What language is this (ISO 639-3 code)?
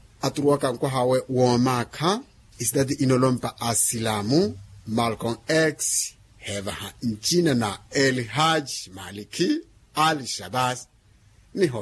vmw